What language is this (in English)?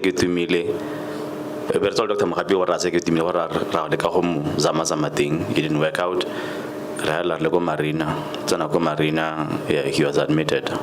Tswana